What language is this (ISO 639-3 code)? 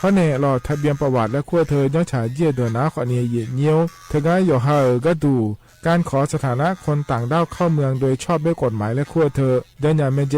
ahk